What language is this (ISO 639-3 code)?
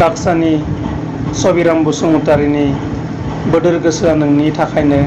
brx